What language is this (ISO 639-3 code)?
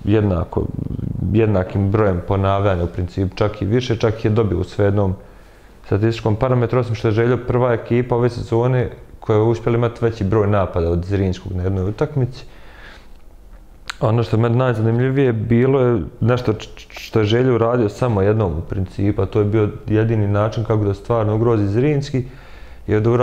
bos